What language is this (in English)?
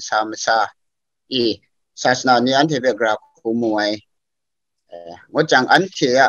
Kachin